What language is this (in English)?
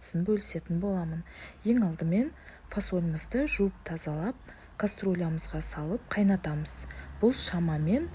Kazakh